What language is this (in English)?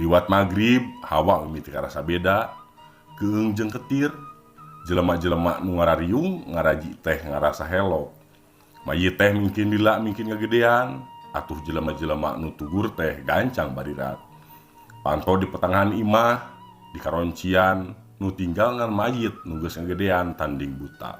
Sundanese